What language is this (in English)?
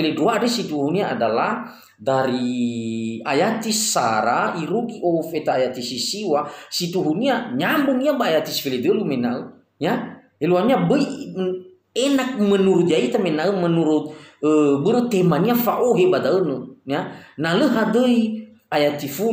Nias